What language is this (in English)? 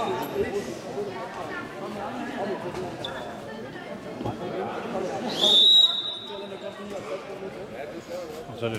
Danish